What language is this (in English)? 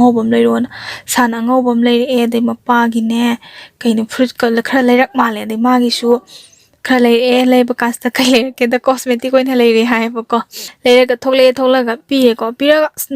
Manipuri